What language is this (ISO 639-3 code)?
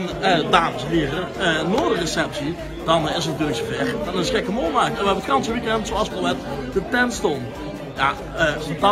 lim